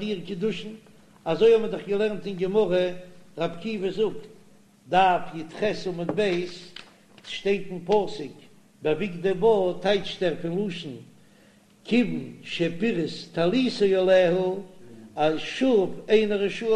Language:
Yiddish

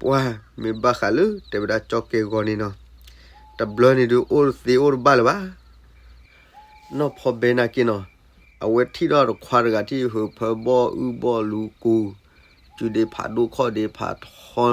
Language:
S'gaw Karen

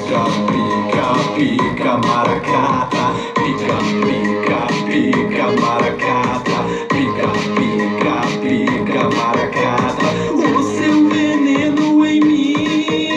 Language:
Portuguese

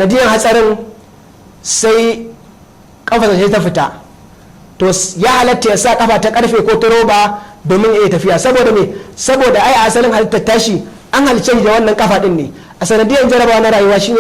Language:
Hausa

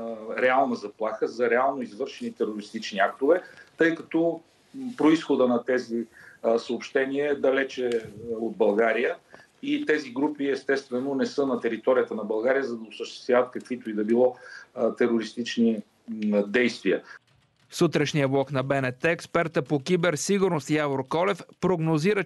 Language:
Bulgarian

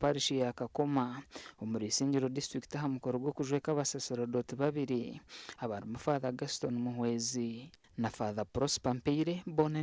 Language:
Nyankole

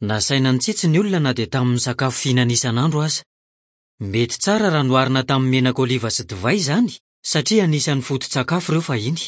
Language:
Malagasy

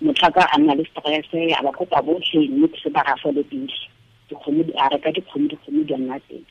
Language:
Tswana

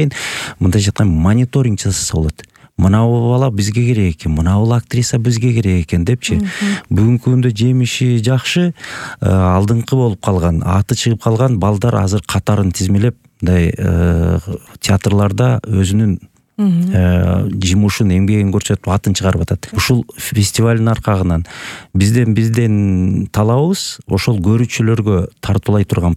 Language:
Kyrgyz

